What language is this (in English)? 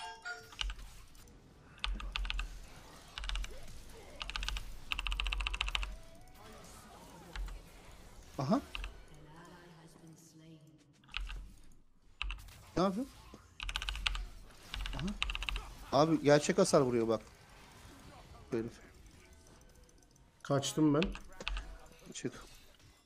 Turkish